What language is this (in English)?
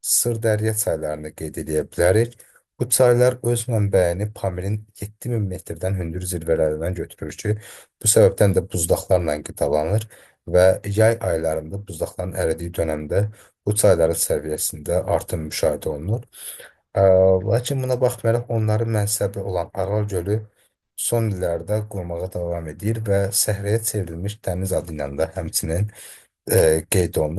Azerbaijani